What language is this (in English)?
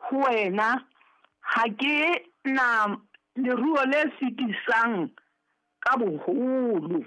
Southern Sotho